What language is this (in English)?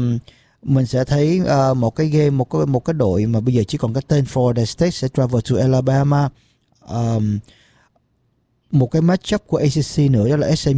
Vietnamese